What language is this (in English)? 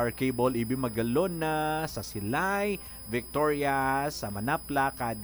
Hiligaynon